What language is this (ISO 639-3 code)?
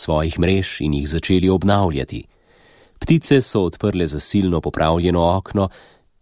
slv